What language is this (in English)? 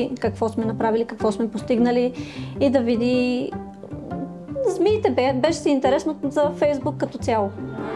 Bulgarian